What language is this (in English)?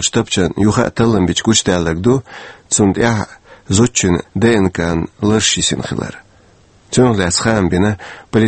Chechen